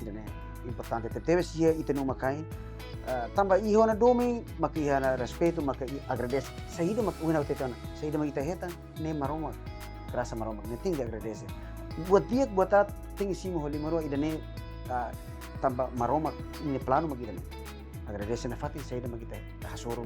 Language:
Tetum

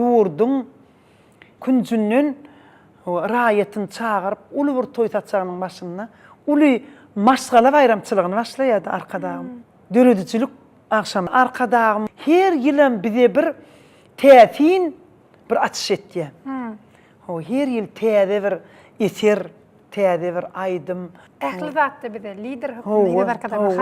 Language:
Turkmen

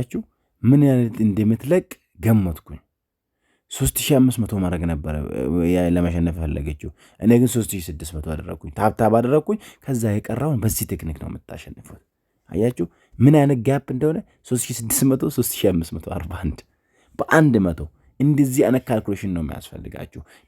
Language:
Amharic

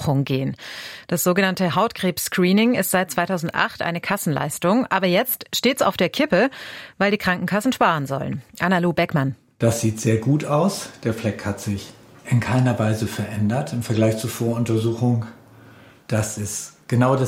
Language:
German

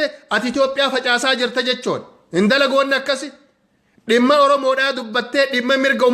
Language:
Oromo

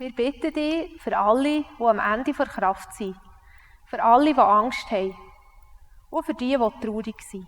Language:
Swiss German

